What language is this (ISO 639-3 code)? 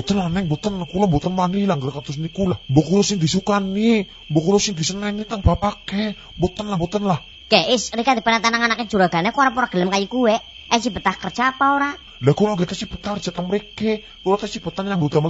jav